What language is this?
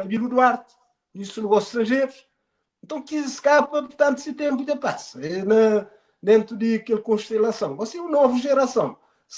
Kabuverdianu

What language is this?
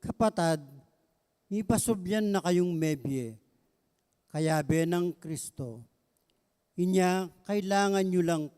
Pampanga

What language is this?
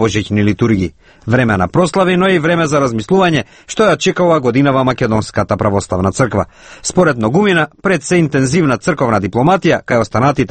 Macedonian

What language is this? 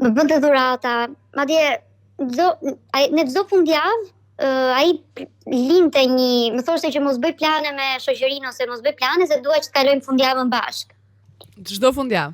Albanian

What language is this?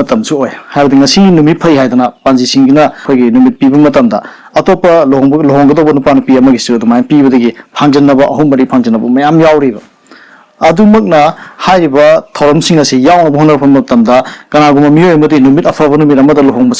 Manipuri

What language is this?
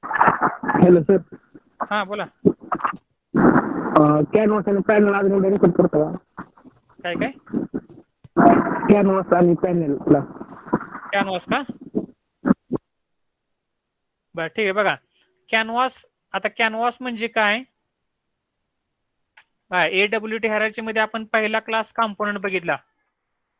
Marathi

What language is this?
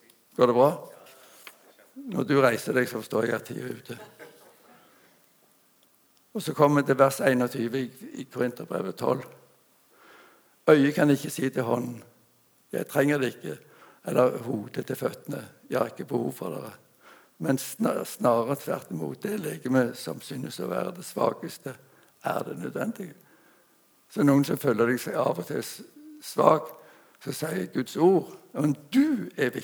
Norwegian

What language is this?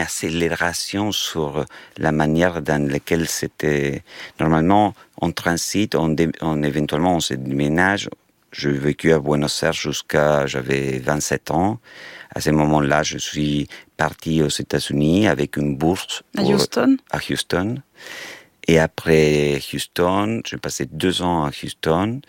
French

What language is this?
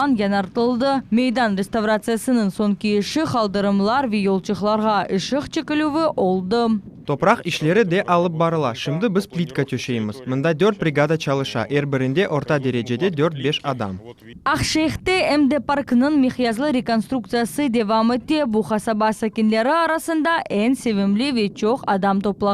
Crimean Tatar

